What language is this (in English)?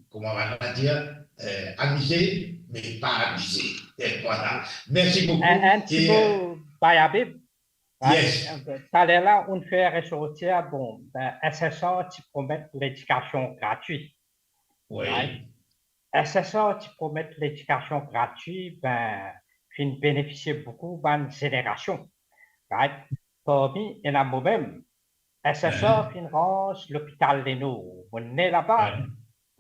Morisyen